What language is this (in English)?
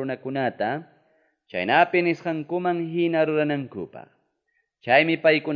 Quechua